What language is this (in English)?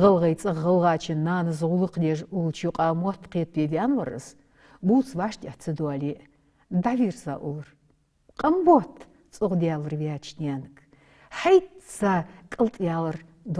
Ingush